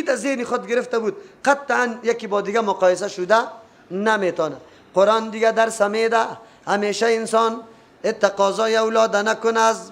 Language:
Persian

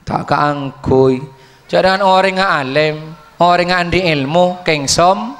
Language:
Madurese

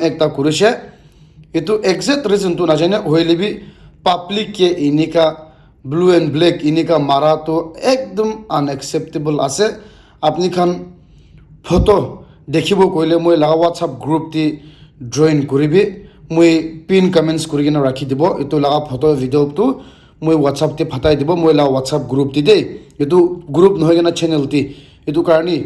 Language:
Naga Pidgin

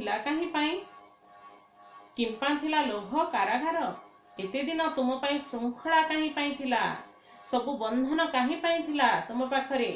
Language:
Odia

